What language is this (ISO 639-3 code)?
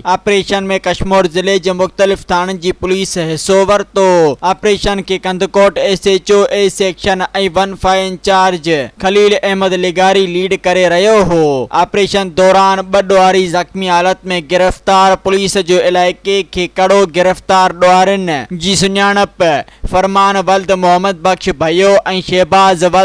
snd